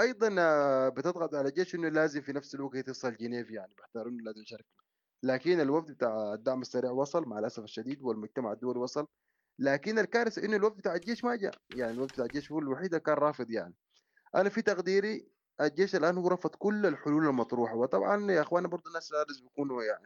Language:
Sudanese Arabic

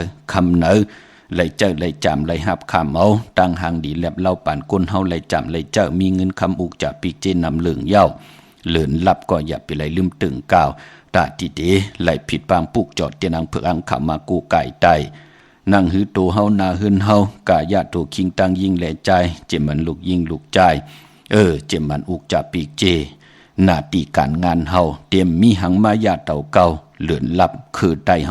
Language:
Shan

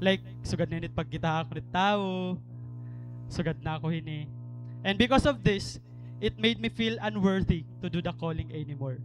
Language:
Waray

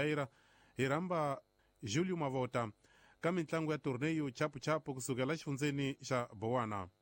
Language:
Tsonga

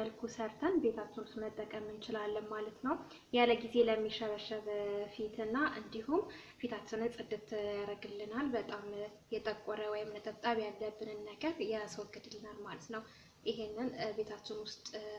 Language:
Amharic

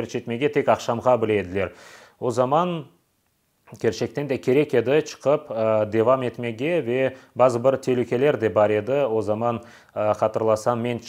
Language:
Crimean Tatar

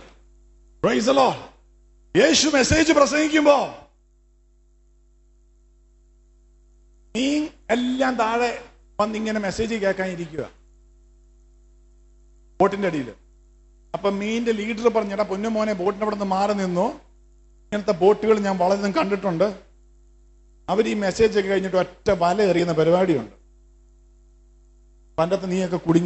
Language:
Malayalam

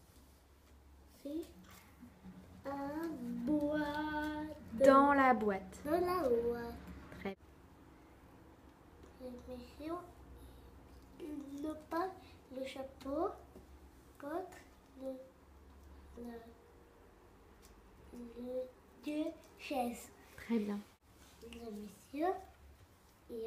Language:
French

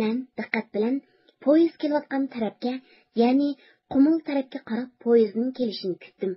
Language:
Uyghur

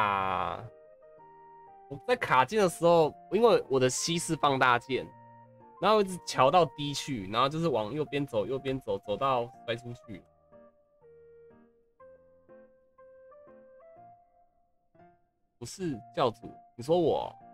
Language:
Chinese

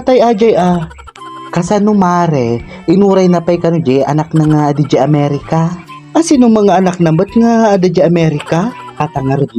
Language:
Iloko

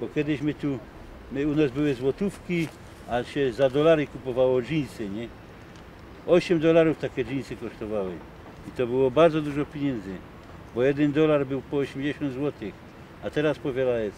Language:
Silesian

